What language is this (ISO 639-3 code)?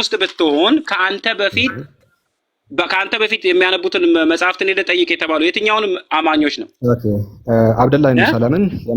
amh